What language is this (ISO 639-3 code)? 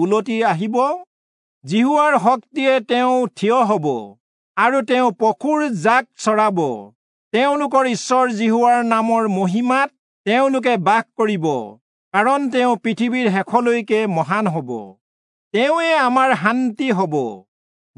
asm